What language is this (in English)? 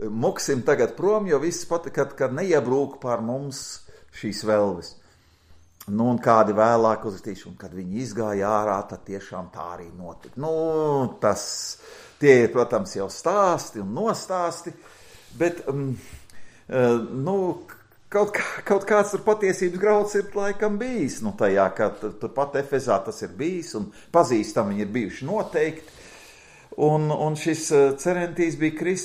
Latvian